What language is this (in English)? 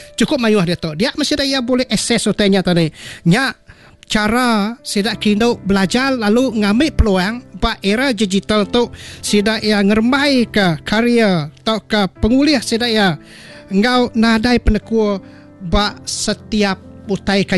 Iban